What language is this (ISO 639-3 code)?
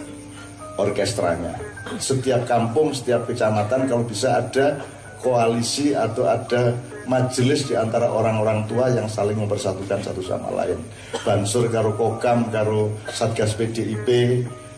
ind